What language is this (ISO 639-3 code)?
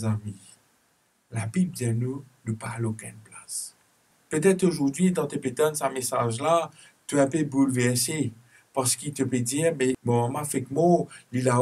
mfe